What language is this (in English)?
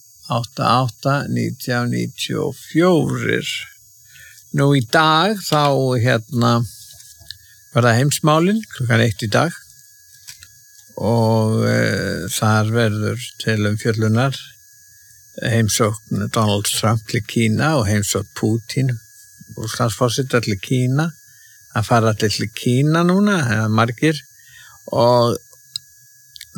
Icelandic